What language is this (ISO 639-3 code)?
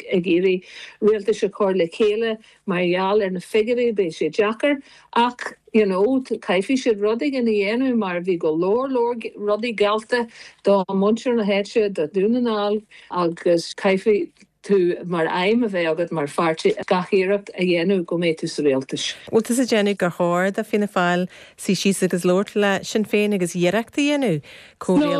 gle